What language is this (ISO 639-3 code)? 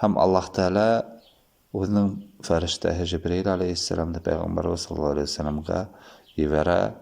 bak